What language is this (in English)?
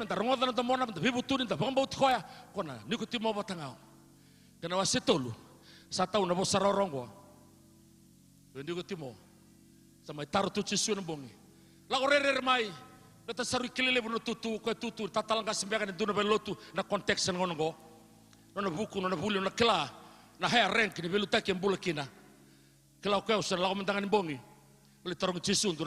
Fijian